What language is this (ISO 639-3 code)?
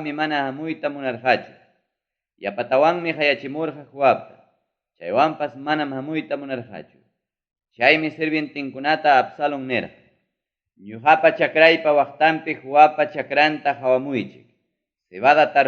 quy